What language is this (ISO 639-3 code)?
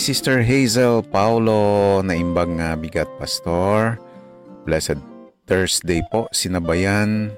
hil